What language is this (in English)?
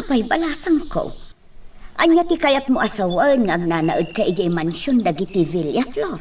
Iloko